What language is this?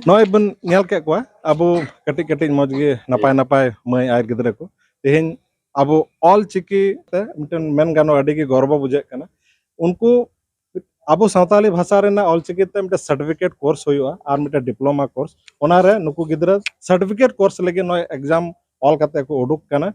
Santali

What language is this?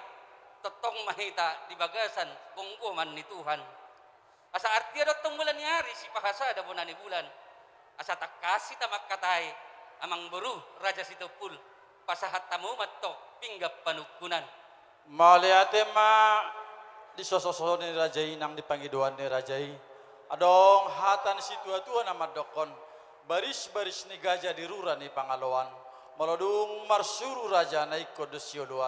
Batak Toba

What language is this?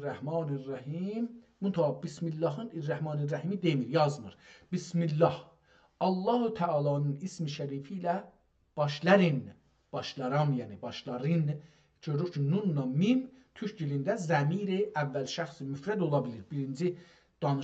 South Azerbaijani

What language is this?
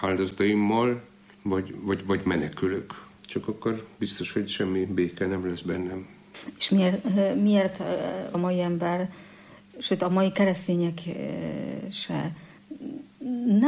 Hungarian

